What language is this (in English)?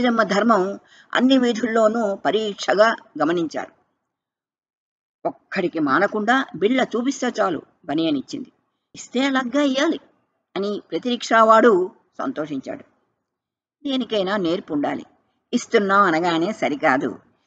Telugu